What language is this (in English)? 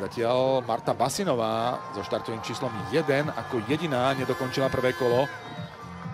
Slovak